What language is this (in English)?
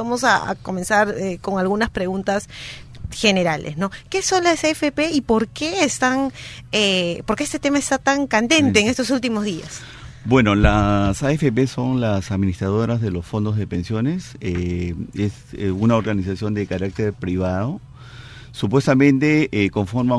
Spanish